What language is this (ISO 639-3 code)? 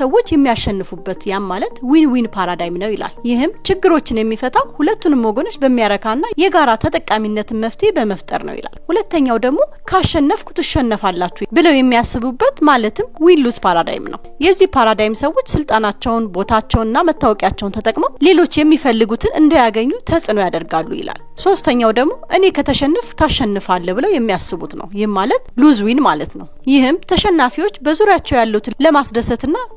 amh